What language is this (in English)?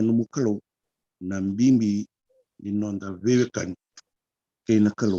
Fijian